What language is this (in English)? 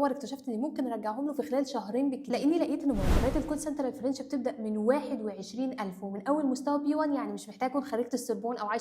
Egyptian Arabic